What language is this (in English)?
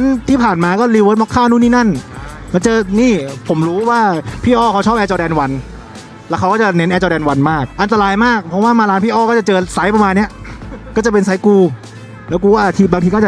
Thai